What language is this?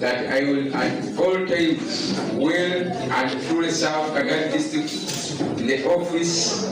Nyankole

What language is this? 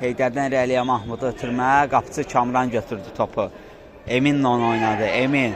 Azerbaijani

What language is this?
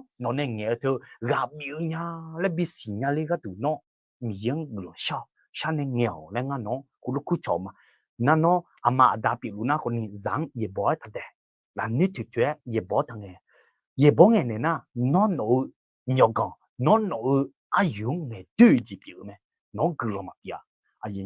Akha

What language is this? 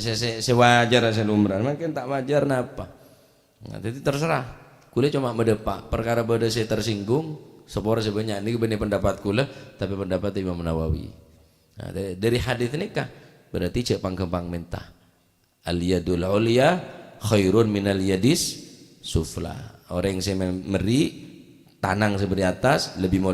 Madurese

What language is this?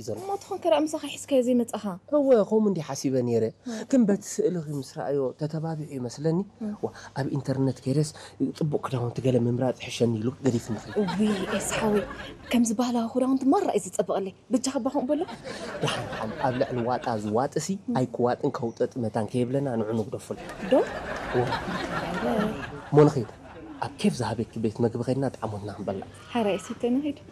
Tigrinya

